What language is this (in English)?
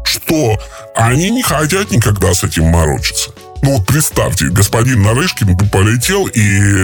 Russian